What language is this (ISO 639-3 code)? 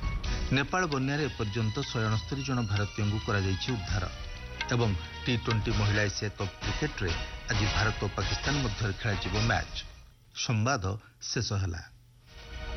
ori